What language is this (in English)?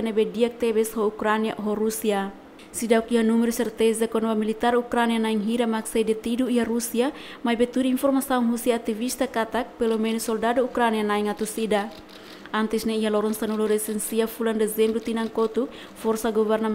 Tetum